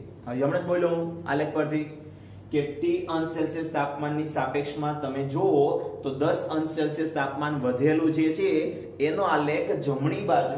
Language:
Gujarati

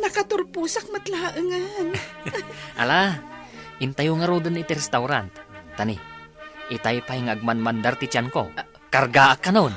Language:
Iloko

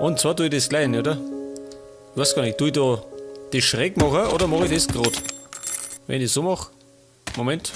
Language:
Bavarian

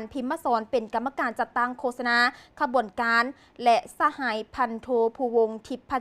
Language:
Lao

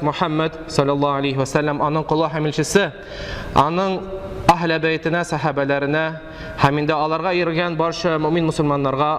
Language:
Tatar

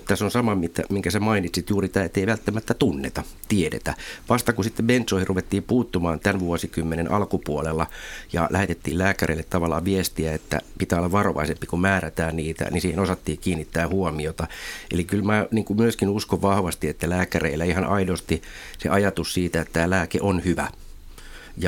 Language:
Finnish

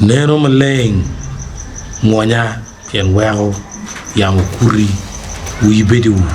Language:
Acoli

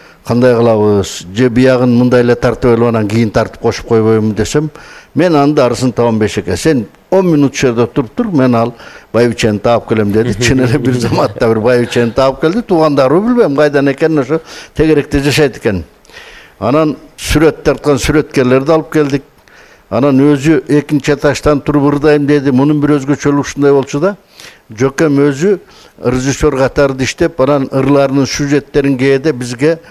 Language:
Kyrgyz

